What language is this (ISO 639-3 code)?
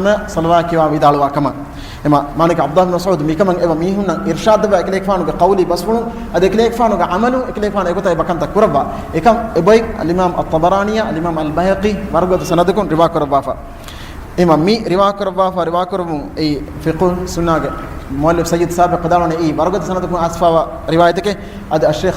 div